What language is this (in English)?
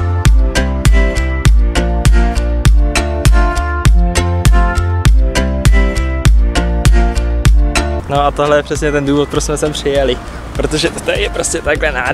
Czech